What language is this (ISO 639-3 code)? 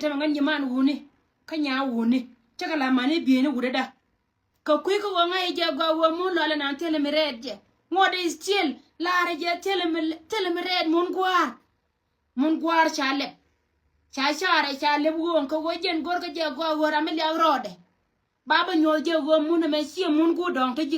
nus